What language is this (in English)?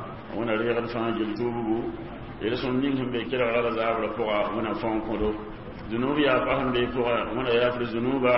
Mossi